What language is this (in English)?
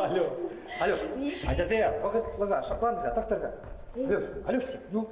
Chuvash